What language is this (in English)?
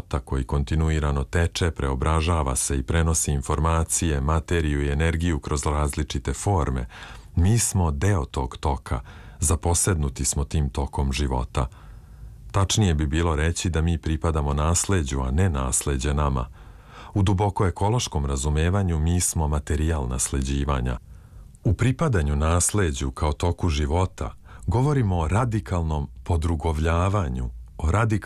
Serbian